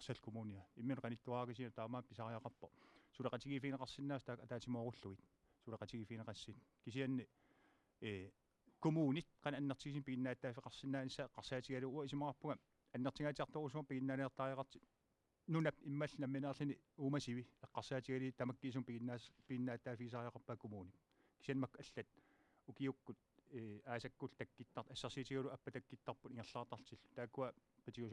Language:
Kalaallisut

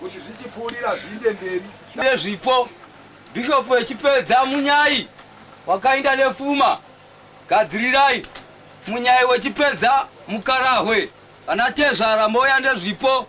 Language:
Shona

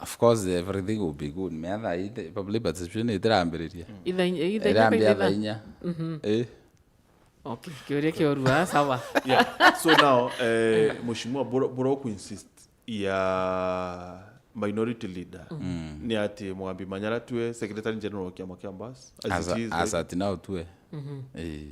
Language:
Meru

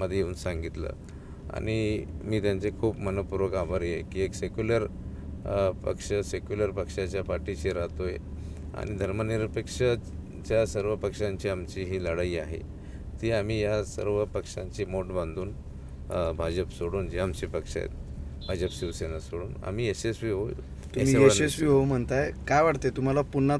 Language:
Marathi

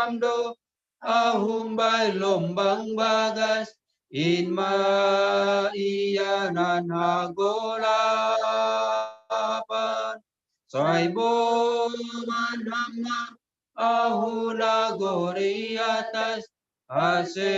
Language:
Batak Simalungun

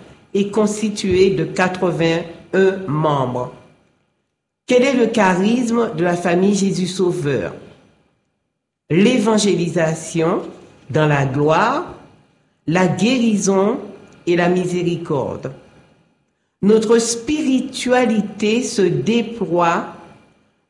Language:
French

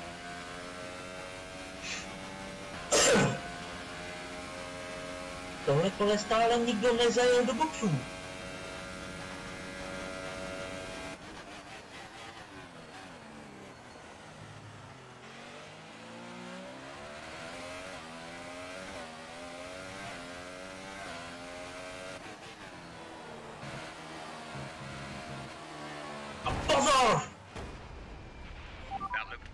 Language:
Czech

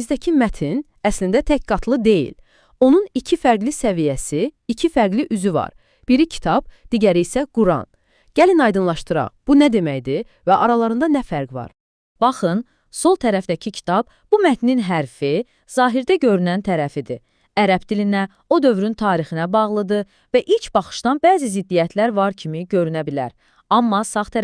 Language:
Azerbaijani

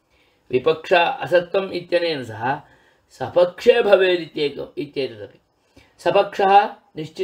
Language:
Sanskrit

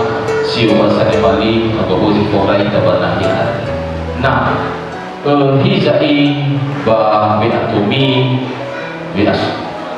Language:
Nias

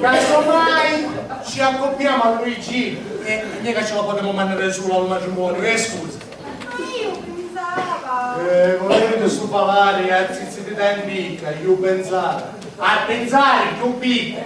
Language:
Sicilian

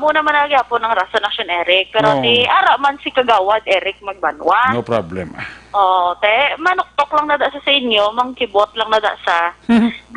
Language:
Hiligaynon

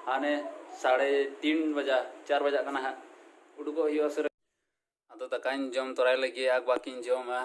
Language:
Santali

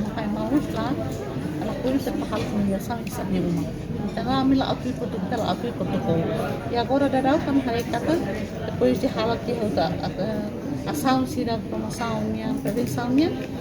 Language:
Tetum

